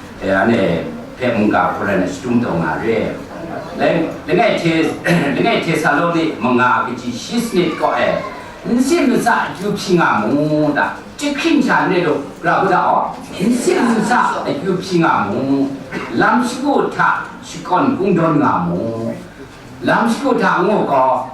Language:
Kachin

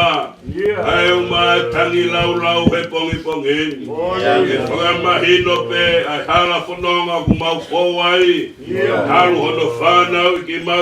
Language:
Tongan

